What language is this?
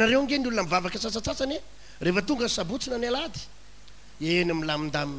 Malagasy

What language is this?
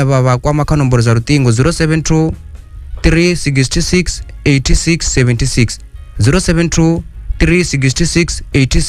Venda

